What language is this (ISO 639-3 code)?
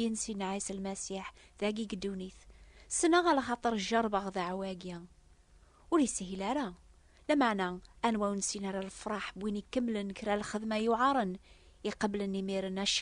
kab